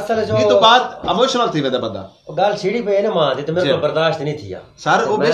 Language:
Saraiki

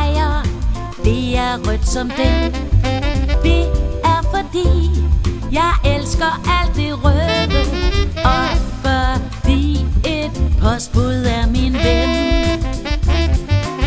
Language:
Danish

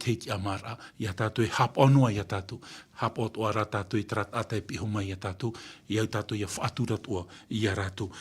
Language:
Tahitian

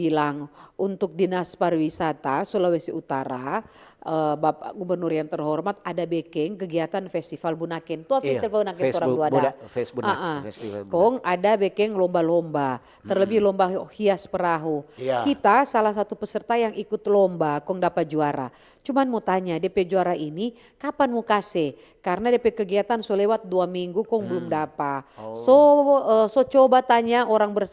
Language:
Manado Malay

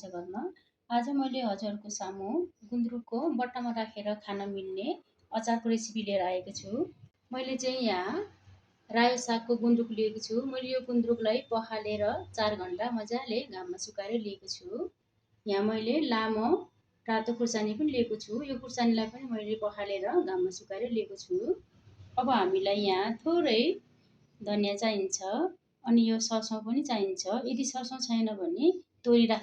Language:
Nepali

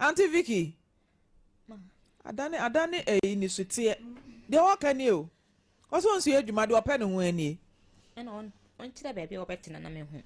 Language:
Akan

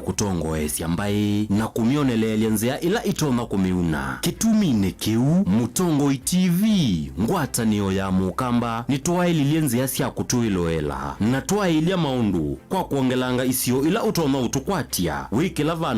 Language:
Kamba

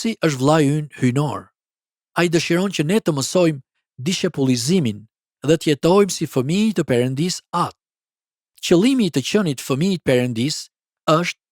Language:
Albanian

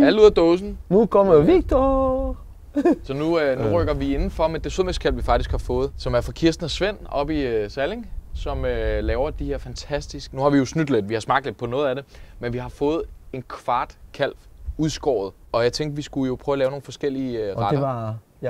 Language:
Danish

